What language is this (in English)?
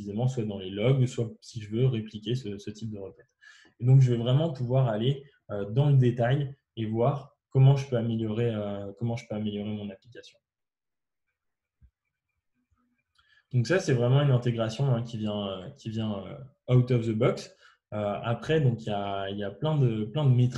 French